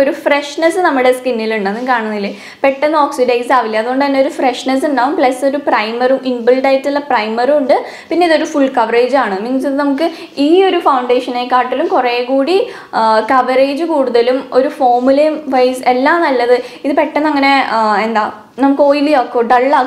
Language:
Malayalam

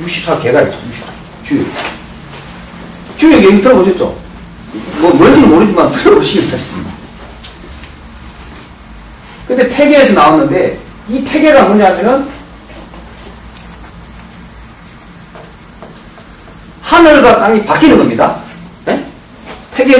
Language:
Korean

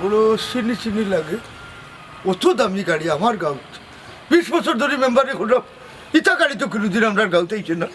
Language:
Sylheti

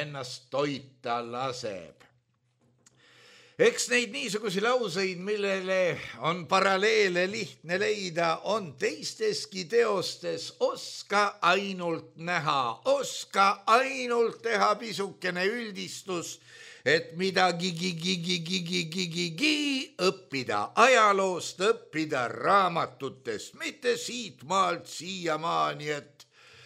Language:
Estonian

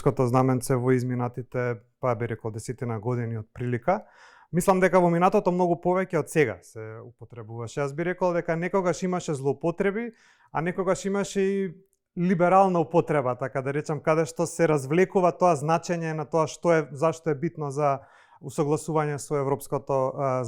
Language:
Macedonian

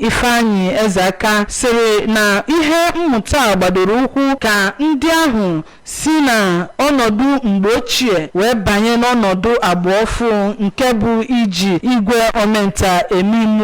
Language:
Igbo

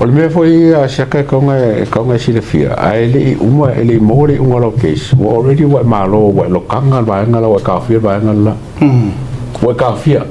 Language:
Samoan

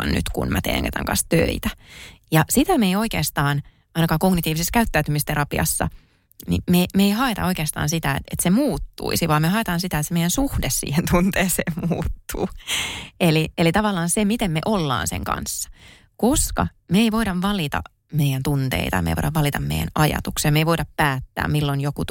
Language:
Finnish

